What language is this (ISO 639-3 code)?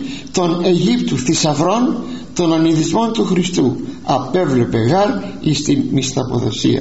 ell